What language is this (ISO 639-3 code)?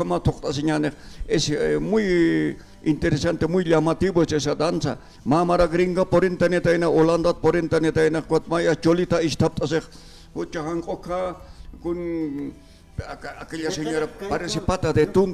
aym